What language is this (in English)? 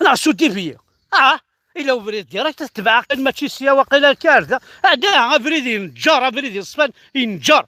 Kabyle